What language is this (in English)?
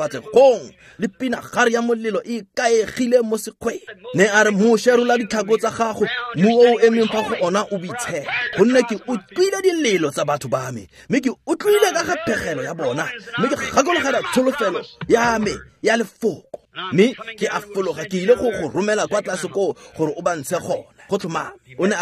Tswana